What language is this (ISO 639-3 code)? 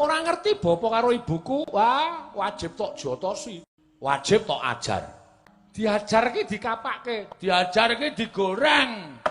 jav